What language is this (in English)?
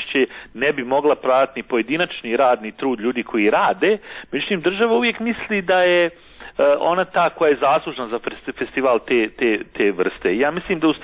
Croatian